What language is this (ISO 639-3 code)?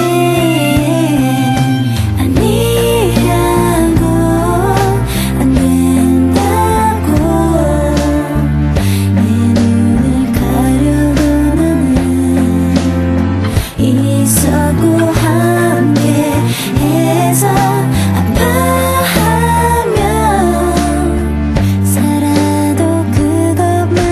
kor